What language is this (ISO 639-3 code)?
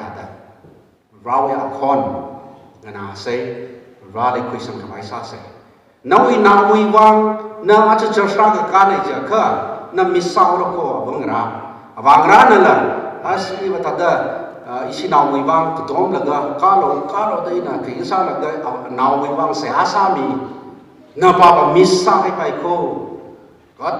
nmf